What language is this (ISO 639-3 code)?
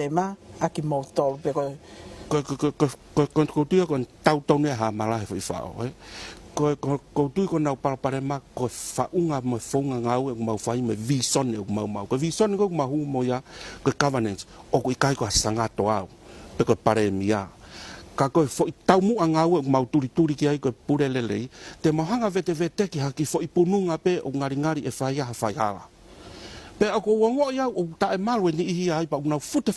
ton